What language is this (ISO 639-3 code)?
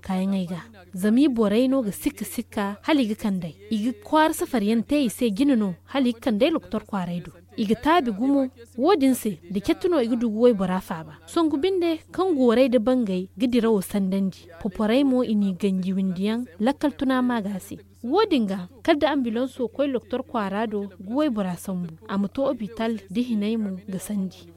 dje